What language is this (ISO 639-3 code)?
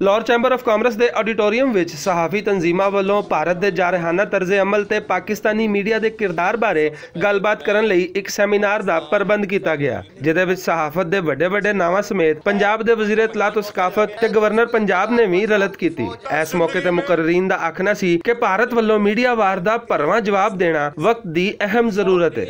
lah